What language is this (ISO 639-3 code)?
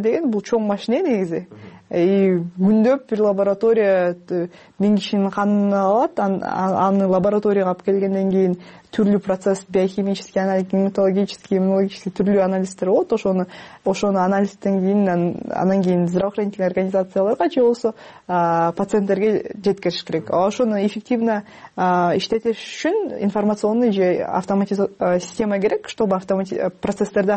kir